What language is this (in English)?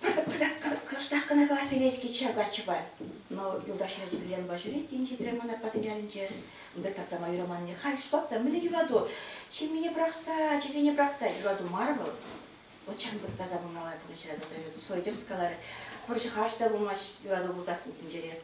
Chuvash